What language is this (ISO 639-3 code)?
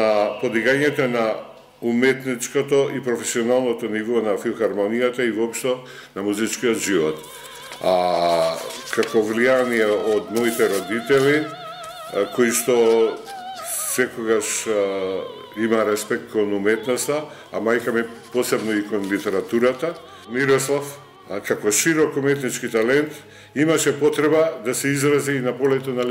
mkd